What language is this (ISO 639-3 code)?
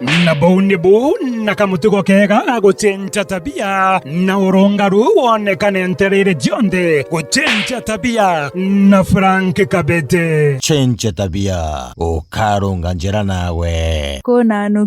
mer